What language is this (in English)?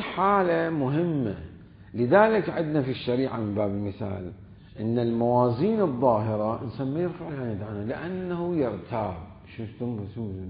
Mesopotamian Arabic